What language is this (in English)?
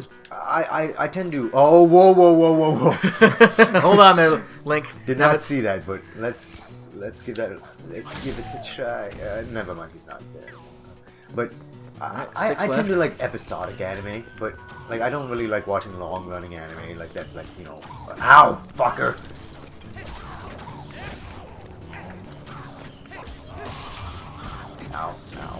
English